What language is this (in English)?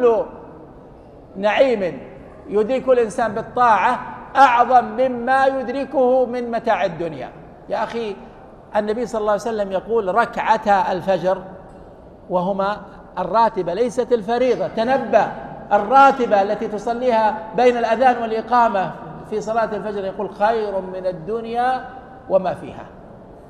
Arabic